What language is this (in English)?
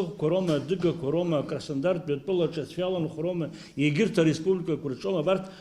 Abkhazian